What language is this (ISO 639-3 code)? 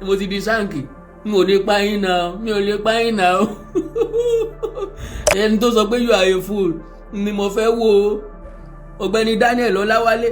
yor